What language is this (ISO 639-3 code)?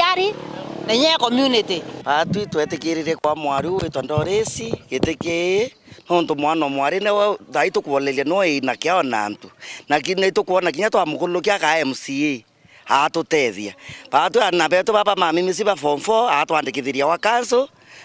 mer